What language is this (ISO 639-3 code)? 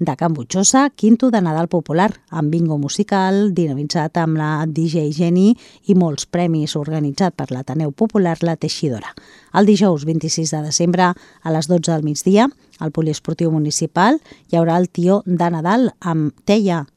cat